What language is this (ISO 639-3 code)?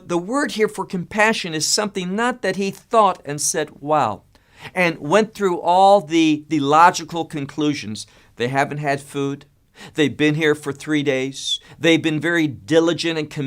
eng